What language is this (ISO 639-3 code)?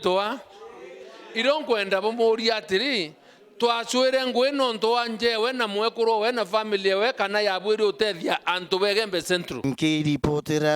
mer